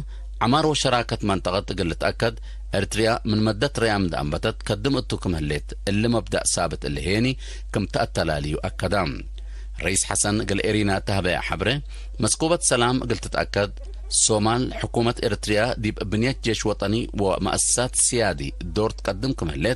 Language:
Tigre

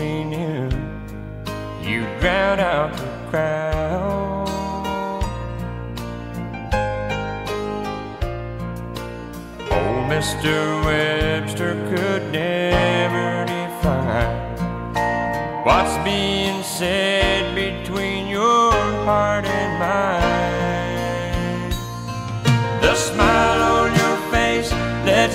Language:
English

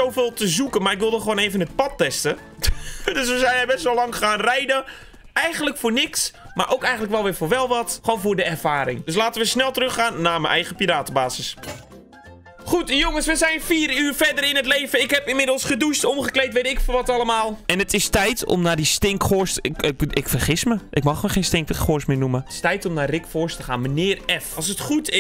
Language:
Dutch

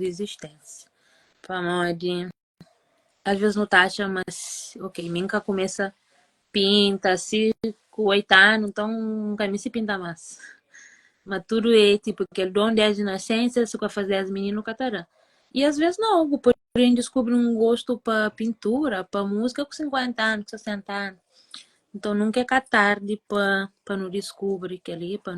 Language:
Kabuverdianu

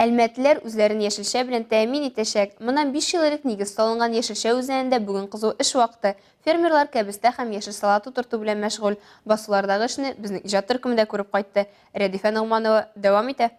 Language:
Tatar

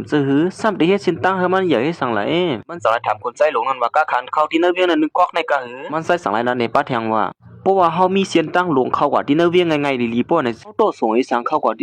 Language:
Shan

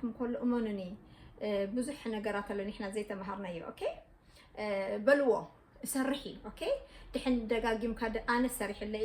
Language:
Tigrinya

